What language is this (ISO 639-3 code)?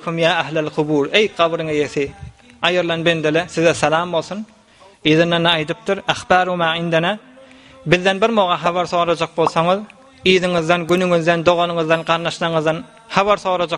tuk